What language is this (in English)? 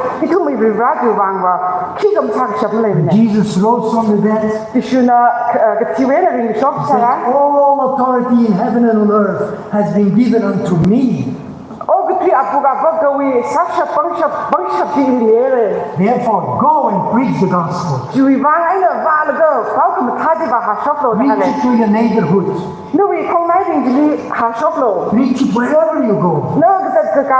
Tangkhul Naga (India)